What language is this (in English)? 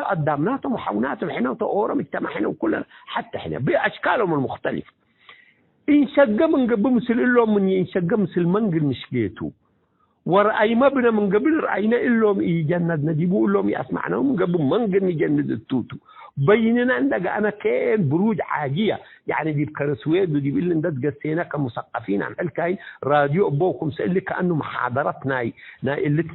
Tigre